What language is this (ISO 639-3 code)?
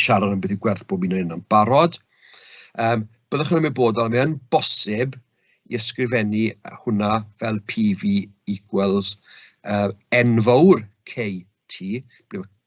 cym